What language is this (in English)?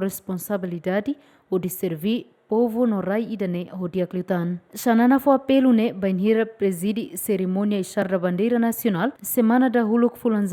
Tetum